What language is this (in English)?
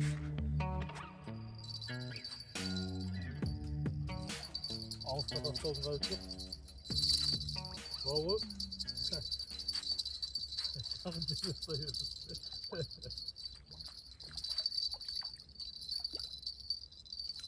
Kazakh